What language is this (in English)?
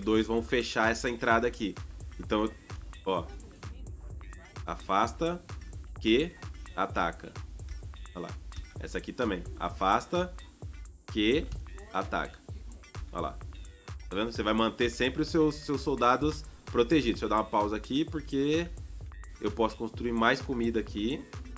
Portuguese